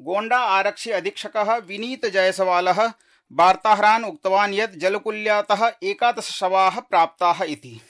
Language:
Sanskrit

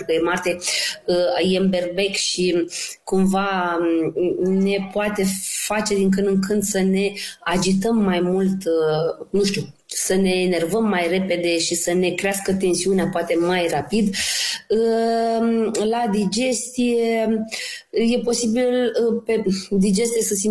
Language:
Romanian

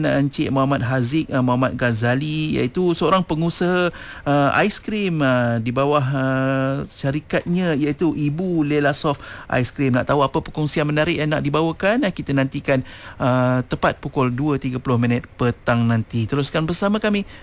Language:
Malay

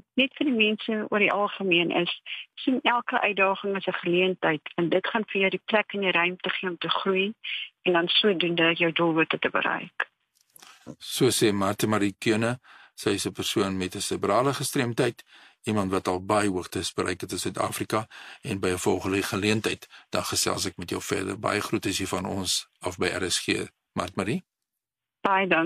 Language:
Afrikaans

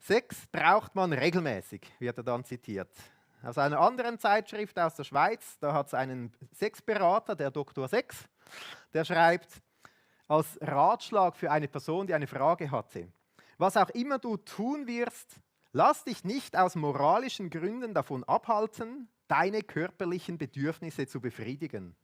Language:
Swiss German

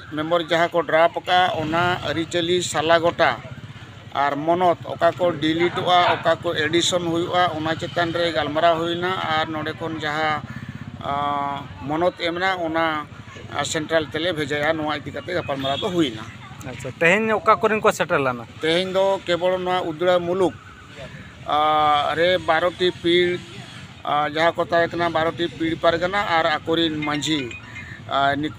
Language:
Santali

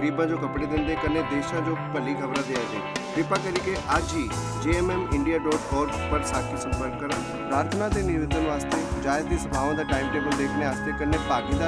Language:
Dogri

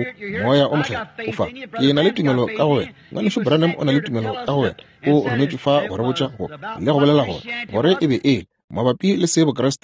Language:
Northern Sotho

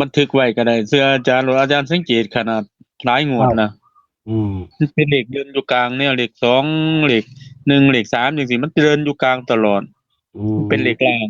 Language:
Northeastern Thai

